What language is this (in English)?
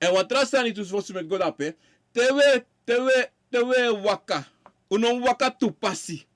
Sranan Tongo